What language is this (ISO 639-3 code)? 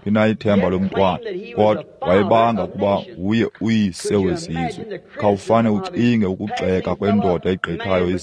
xho